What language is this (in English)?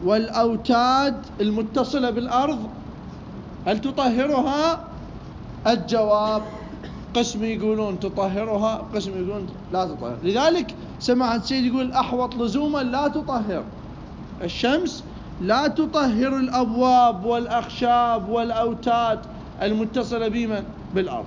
Mesopotamian Arabic